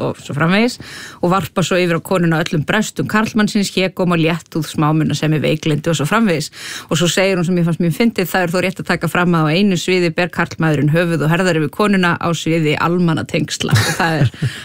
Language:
Icelandic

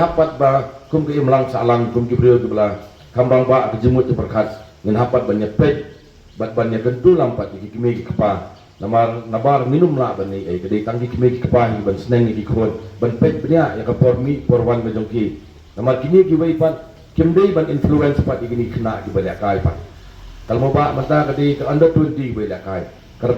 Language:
Khasi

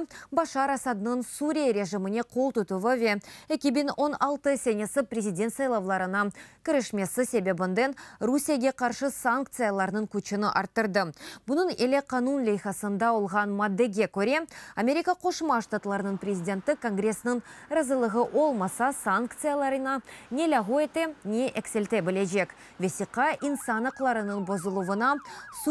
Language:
Crimean Tatar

